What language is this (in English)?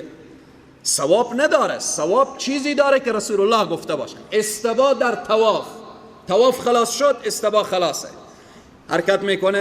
Persian